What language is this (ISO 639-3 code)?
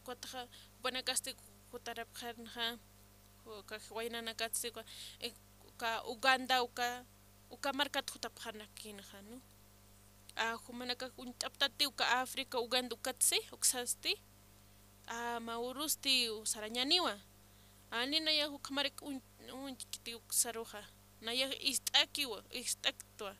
aym